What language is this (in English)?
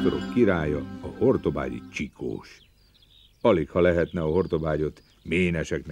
Hungarian